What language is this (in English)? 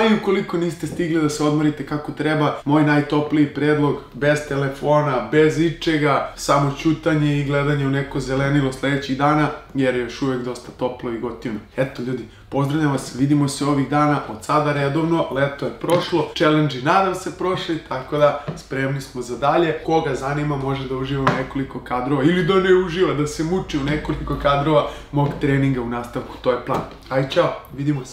Serbian